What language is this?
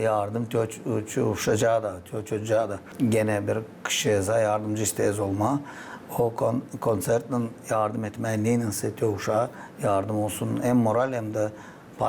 Gagauz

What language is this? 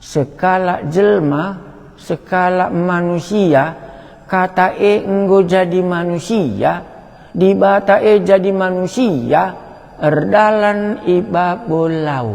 Batak Karo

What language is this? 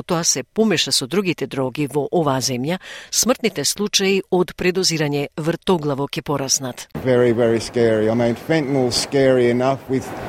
Macedonian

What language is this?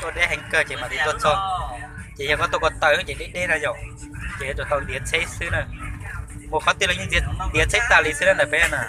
Hmong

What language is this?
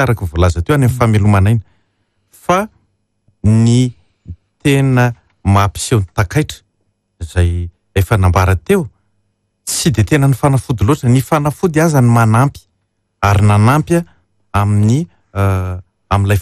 Malagasy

